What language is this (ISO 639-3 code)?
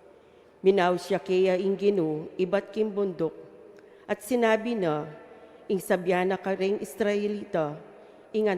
pam